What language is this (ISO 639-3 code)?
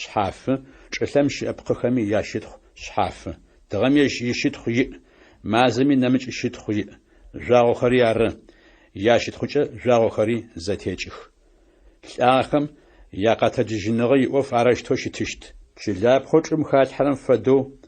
ady